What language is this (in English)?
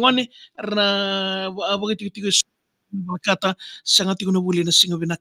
Fijian